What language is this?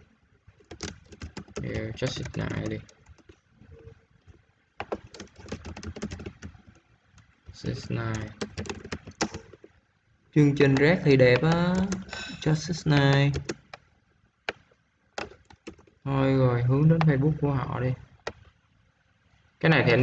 Vietnamese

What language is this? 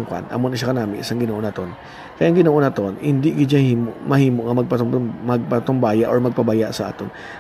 Hiligaynon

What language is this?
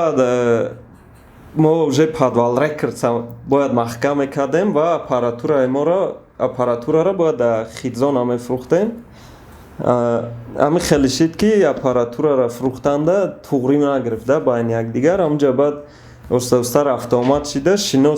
Tajik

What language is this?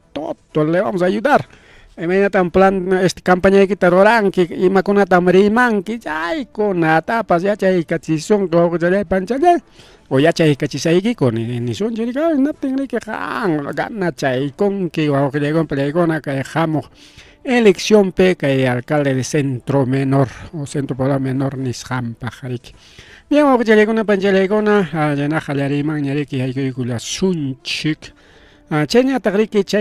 Ayacucho Quechua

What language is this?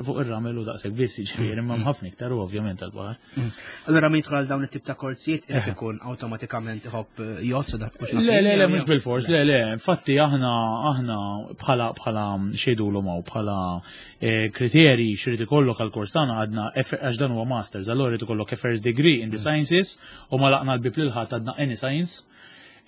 Maltese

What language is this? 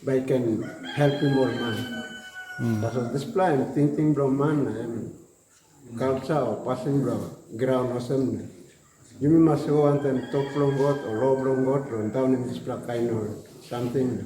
Tok Pisin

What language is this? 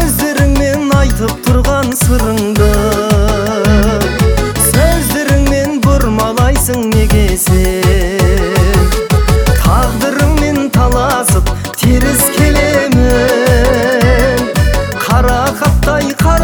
Kazakh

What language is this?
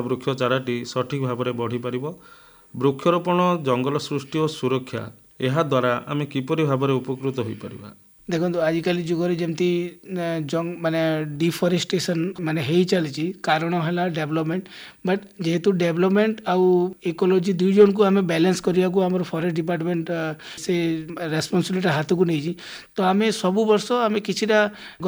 Odia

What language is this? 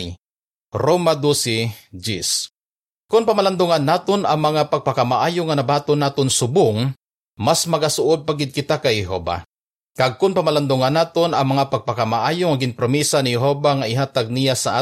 Hiligaynon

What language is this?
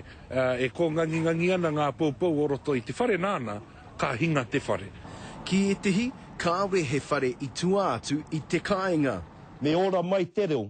Māori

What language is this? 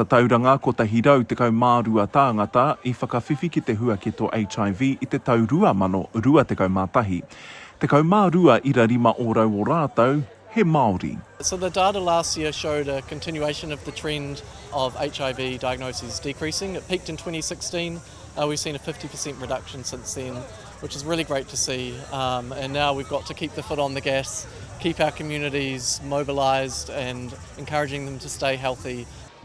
Māori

